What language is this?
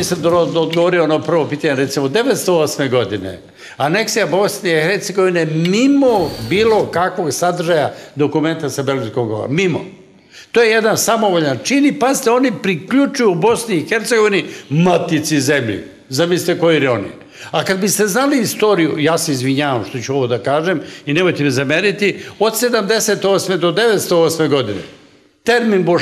Serbian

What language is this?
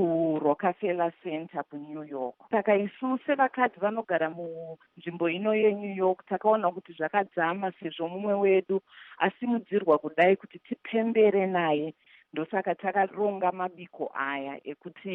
Shona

